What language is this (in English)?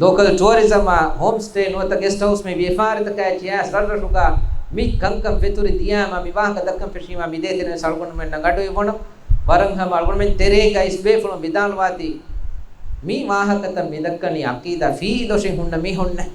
Divehi